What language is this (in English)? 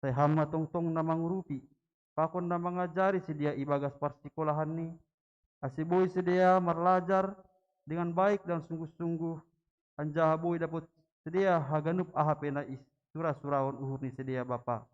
Batak Simalungun